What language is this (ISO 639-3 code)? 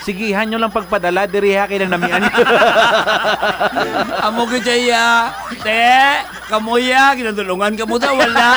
hil